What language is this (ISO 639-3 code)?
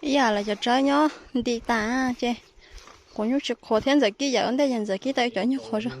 hmn